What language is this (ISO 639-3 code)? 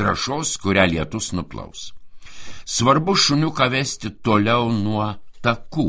lit